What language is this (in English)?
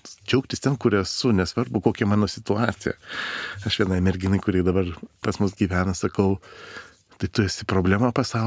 Lithuanian